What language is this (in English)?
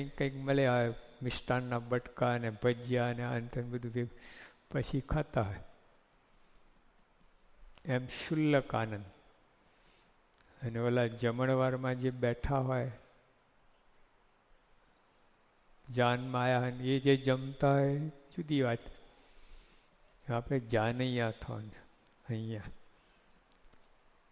Gujarati